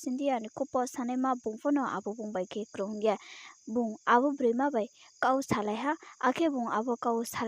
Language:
Riang (India)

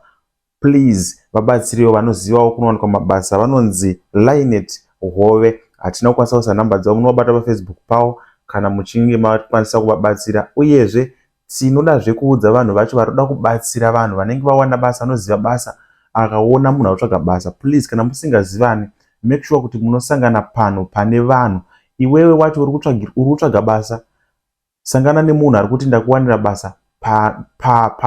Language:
Shona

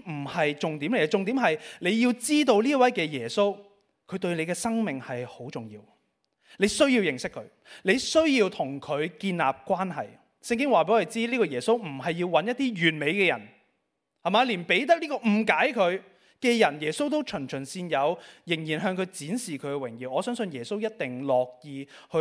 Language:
Cantonese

